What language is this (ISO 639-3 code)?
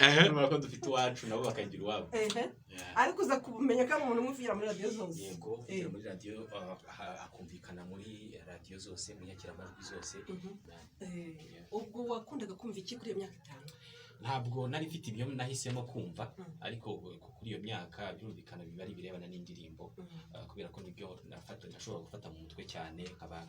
kin